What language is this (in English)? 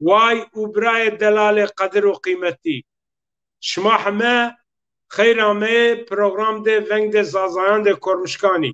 Zaza